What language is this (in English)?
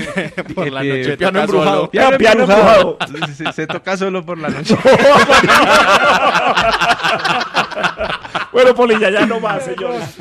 Spanish